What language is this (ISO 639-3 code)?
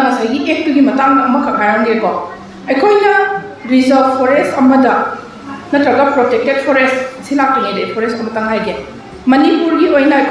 mni